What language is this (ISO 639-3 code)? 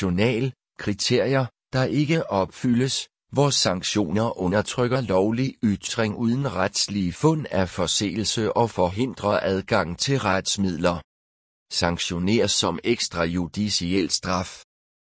dan